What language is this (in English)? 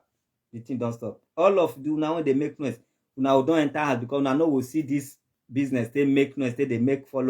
Nigerian Pidgin